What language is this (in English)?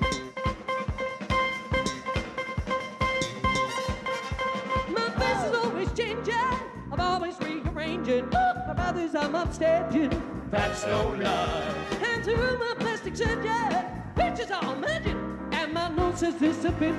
English